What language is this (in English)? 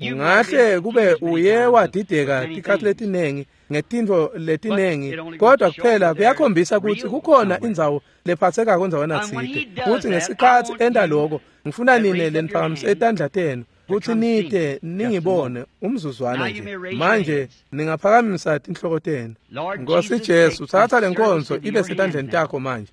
Swati